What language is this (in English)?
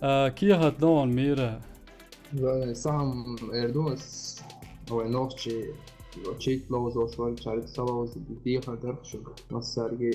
Chechen